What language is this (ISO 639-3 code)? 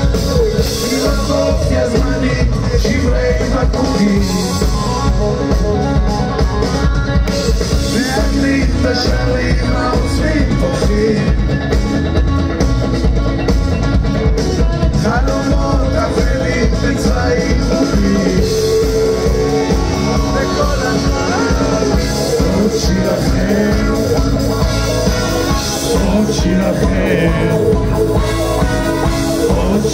heb